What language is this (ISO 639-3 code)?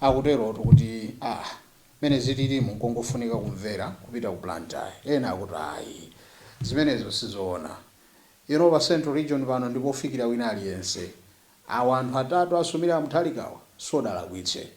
nya